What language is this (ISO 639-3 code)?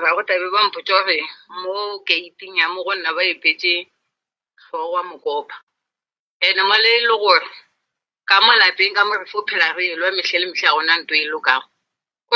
nso